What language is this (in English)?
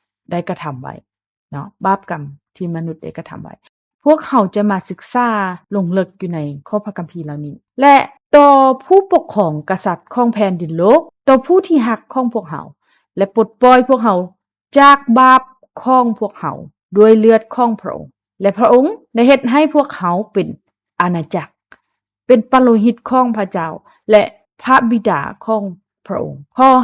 Lao